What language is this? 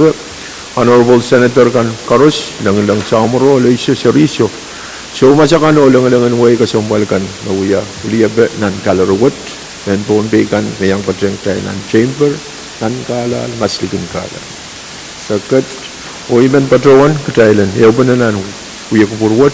Pohnpeian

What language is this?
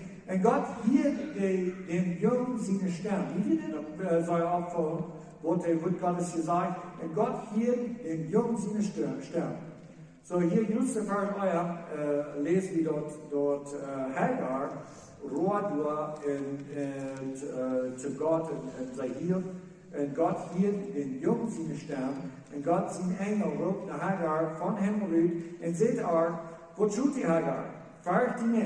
Plautdietsch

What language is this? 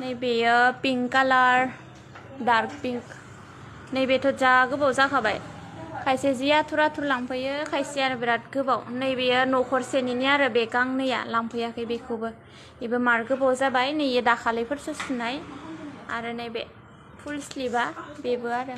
Bodo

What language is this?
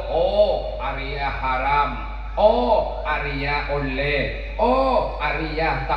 Madurese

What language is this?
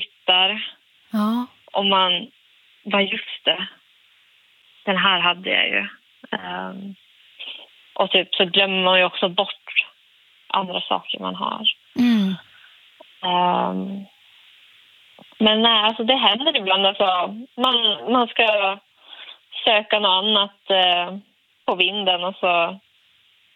Swedish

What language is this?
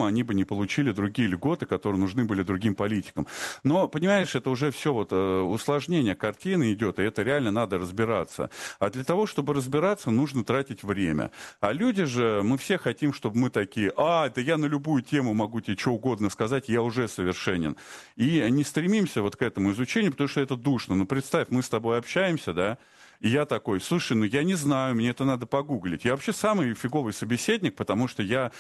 Russian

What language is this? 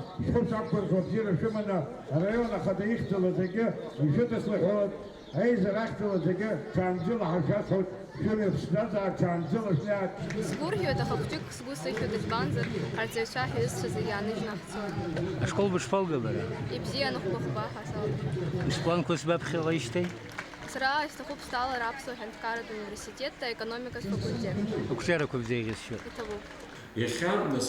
Abkhazian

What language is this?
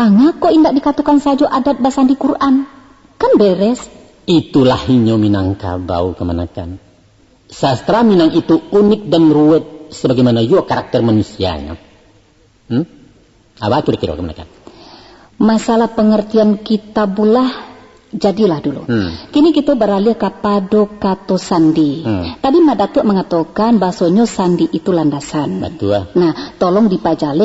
Minangkabau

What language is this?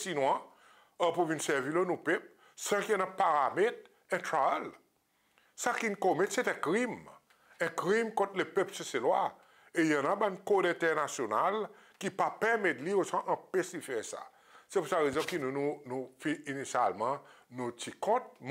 Seselwa Creole French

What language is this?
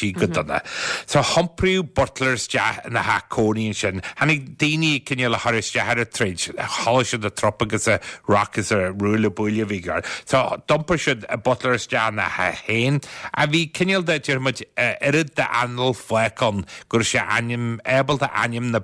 Irish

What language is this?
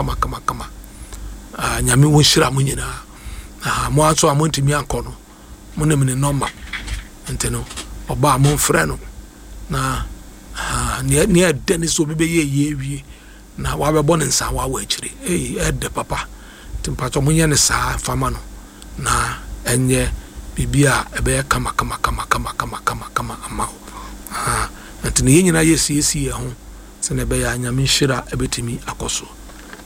Akan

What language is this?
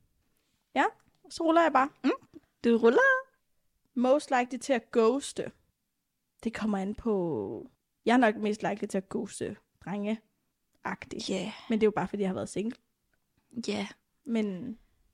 Danish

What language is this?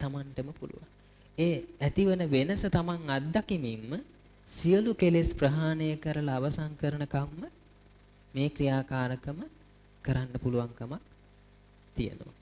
Sinhala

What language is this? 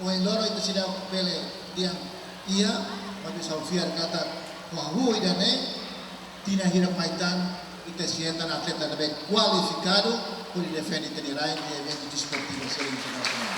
Tetum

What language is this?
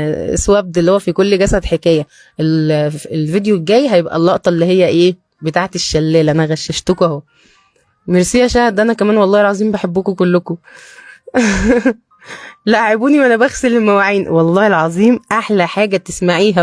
Egyptian Arabic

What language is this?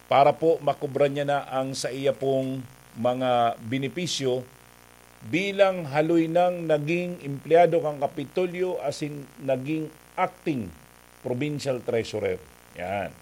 Bikol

